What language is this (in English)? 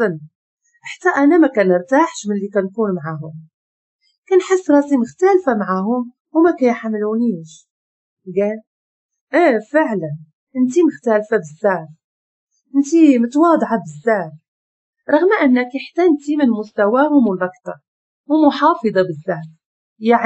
Moroccan Arabic